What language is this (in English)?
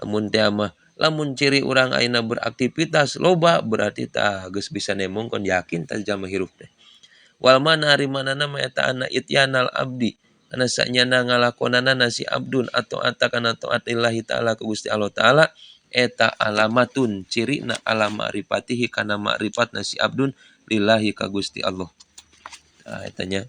Sundanese